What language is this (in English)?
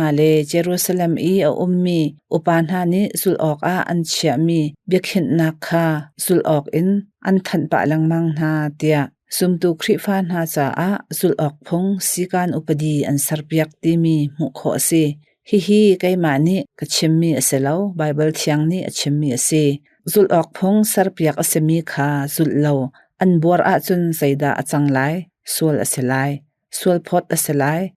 Hakha Chin